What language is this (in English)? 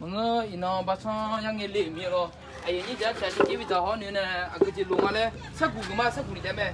Akha